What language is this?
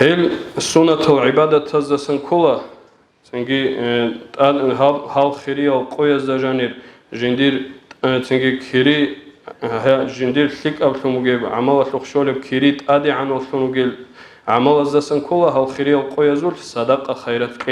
Avaric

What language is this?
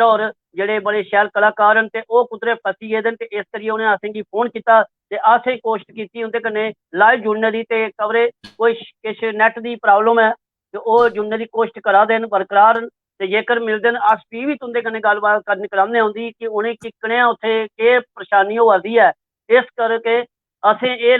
Dogri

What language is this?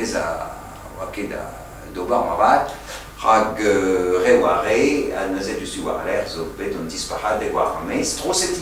Breton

